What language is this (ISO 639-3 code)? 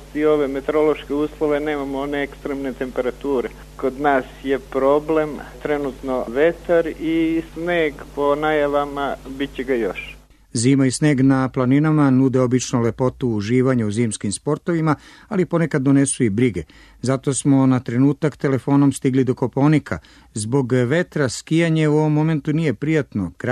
srp